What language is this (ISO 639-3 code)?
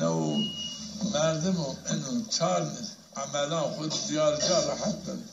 zza